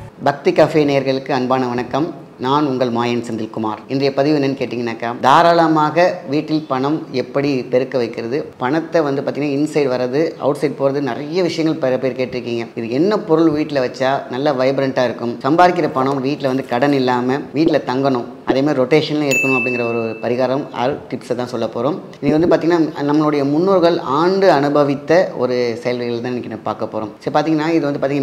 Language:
Tamil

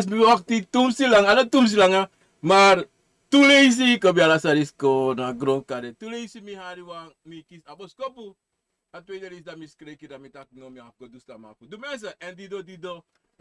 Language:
Sranan Tongo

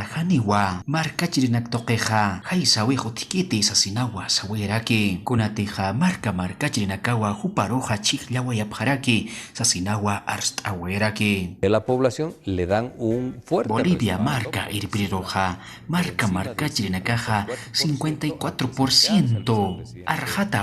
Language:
Aymara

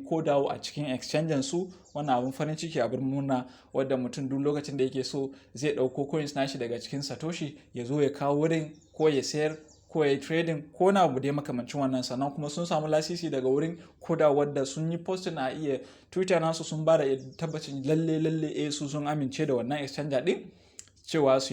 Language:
Hausa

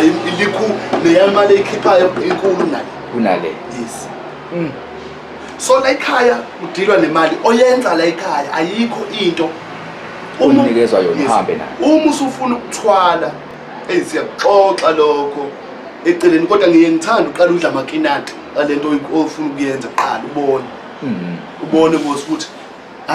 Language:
Zulu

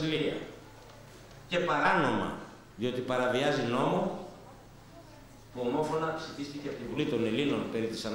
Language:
Greek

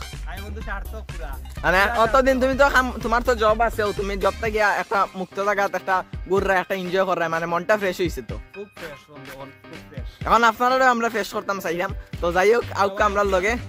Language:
Sylheti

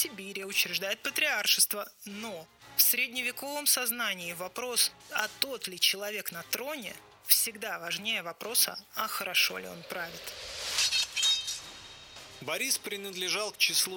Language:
Russian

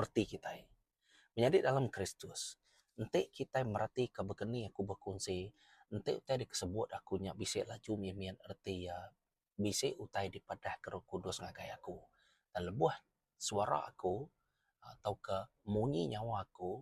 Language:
Iban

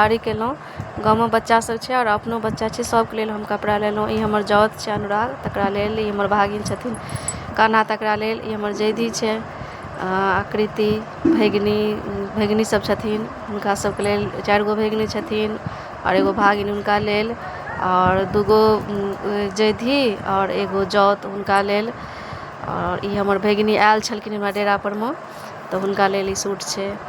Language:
Maithili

